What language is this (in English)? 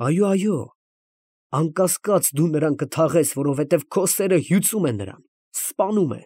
Armenian